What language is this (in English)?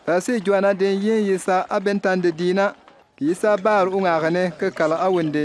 Bimoba